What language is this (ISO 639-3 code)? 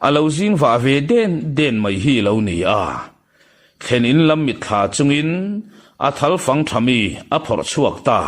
lus